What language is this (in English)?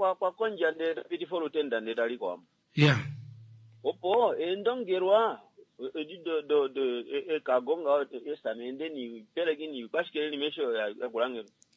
Kuanyama